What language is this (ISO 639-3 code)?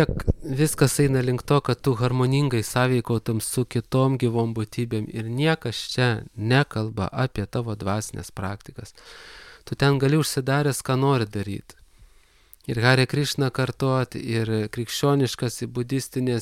lit